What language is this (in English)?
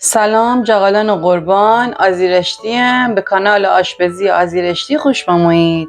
Gilaki